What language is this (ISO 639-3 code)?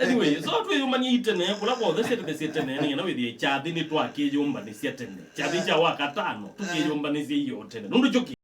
kam